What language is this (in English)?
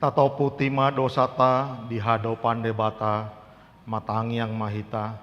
Batak Toba